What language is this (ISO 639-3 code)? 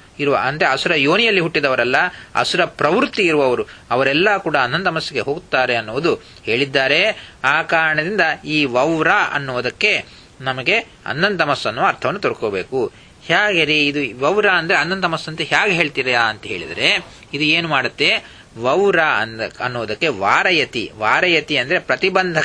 kan